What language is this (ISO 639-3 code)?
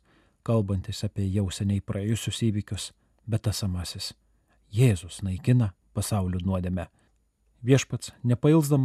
lit